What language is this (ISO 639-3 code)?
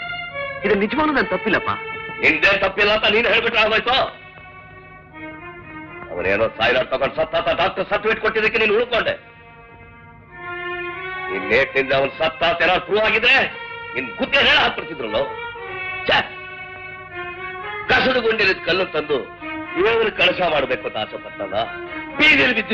kan